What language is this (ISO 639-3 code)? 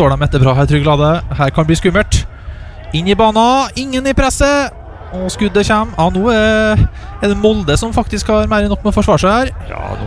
nor